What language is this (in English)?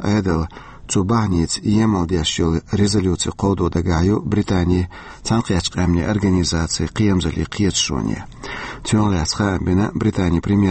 Chechen